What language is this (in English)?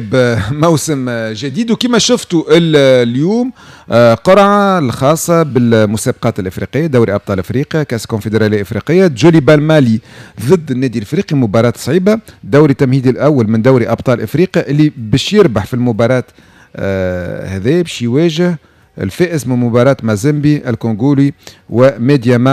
Tunisian Arabic